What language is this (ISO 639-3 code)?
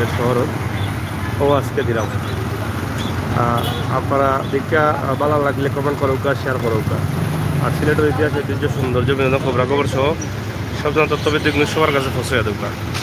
syl